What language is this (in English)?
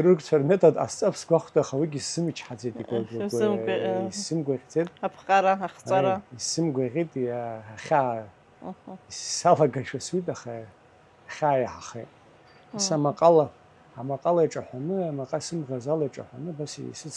Abkhazian